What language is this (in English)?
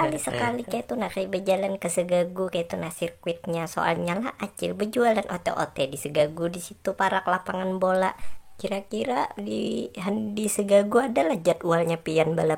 Banjar